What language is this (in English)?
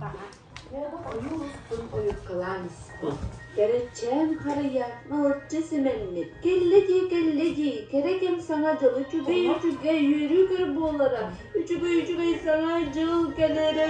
Yakut